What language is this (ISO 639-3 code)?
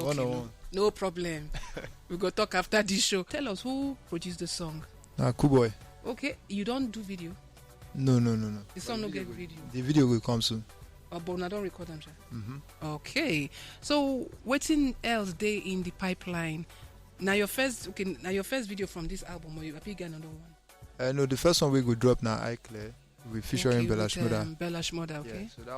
pcm